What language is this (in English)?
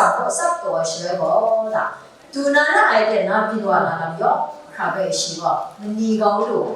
Kachin